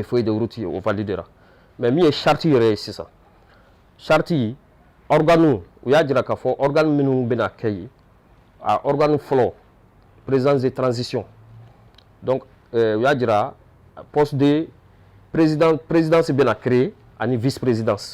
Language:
Bambara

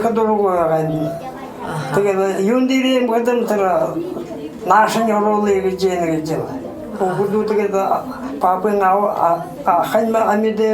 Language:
Buriat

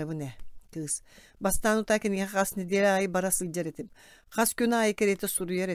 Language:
Yakut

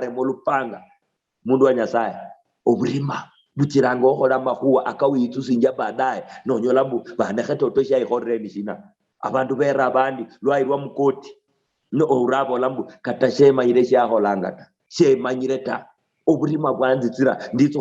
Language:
Luyia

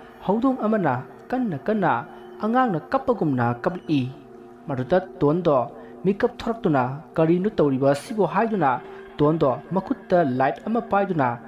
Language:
Manipuri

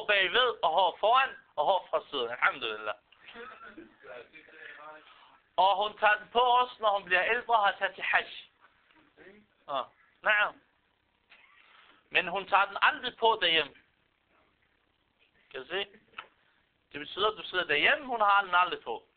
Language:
Danish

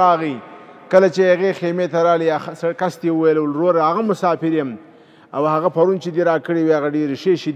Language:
Pashto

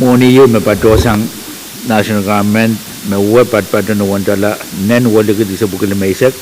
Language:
Pohnpeian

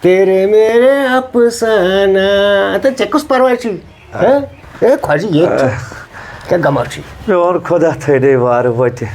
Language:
Kashmiri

